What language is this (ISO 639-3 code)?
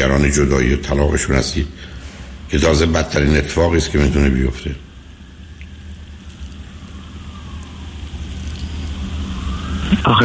fas